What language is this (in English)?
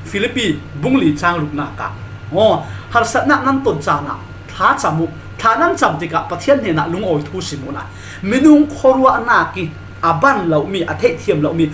Falam Chin